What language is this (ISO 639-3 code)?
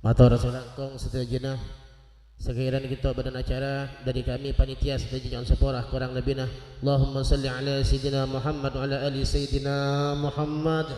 mad